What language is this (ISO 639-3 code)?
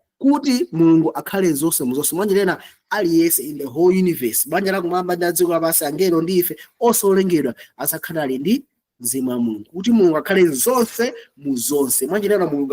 nya